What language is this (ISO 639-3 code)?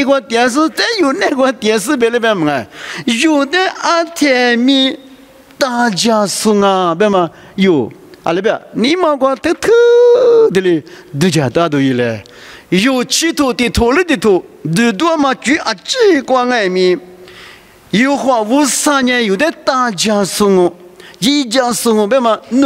lis